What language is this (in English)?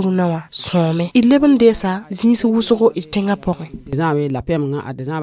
Mossi